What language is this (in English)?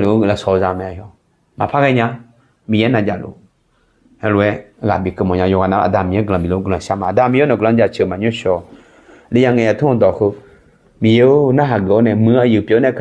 Akha